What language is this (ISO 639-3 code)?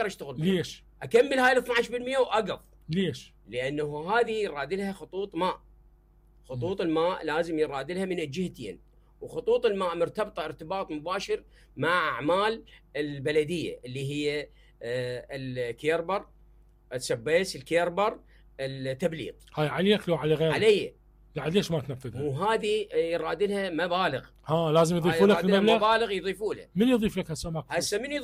acm